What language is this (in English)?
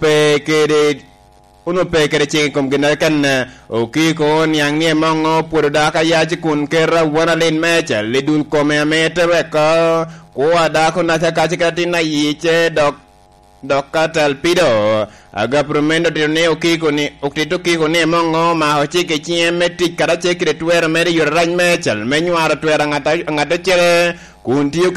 Lango (Uganda)